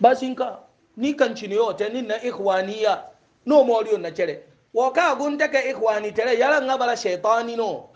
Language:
Hausa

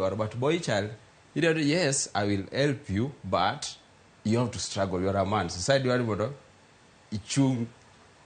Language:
Luo (Kenya and Tanzania)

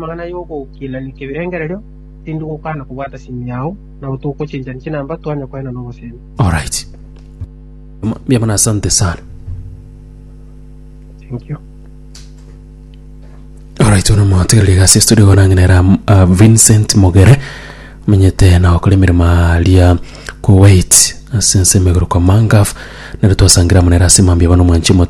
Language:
Gusii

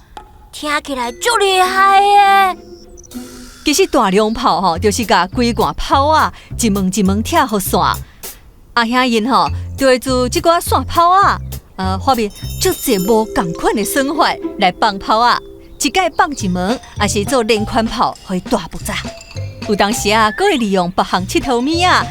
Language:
Min Nan Chinese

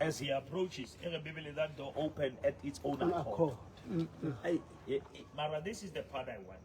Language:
Southern Sotho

